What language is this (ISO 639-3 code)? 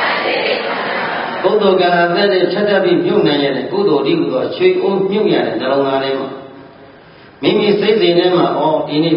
mya